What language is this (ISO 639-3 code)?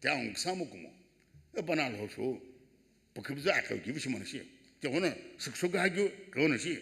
nsm